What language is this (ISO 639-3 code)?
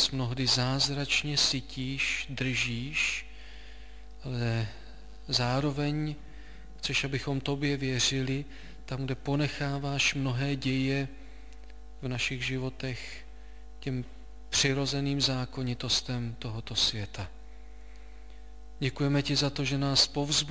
ces